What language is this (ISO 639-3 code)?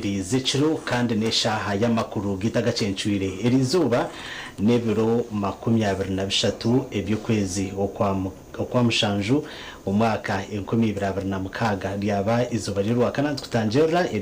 nyn